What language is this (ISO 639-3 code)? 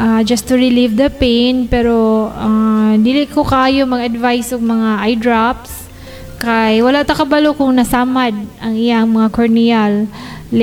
ceb